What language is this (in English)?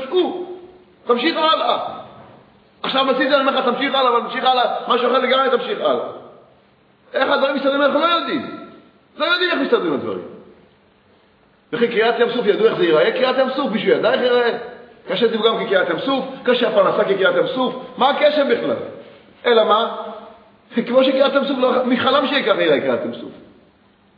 Hebrew